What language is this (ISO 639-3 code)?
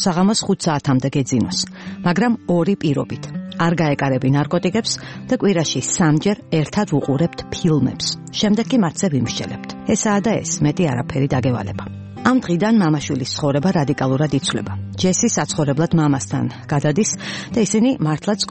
kat